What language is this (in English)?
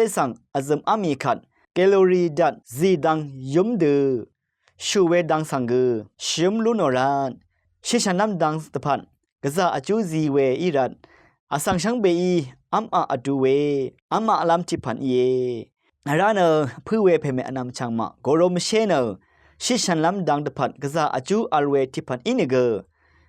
Rawang